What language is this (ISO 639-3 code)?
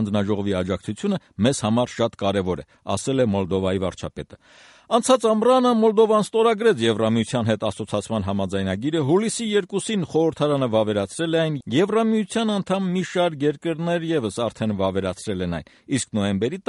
hye